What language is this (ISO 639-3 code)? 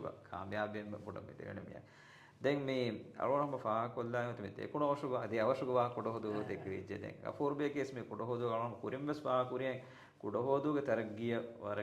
div